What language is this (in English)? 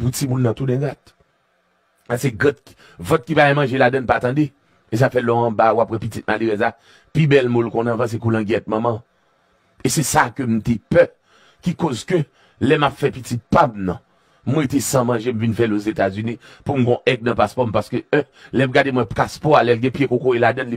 Haitian Creole